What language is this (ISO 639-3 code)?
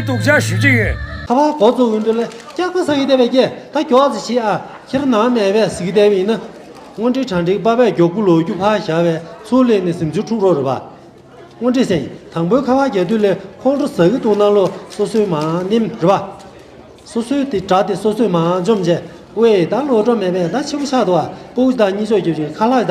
bod